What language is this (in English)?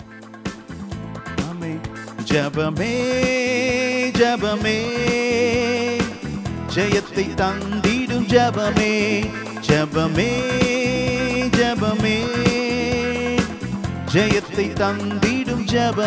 Tamil